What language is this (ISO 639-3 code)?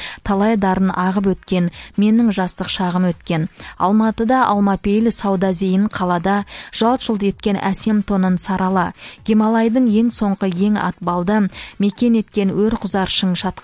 kaz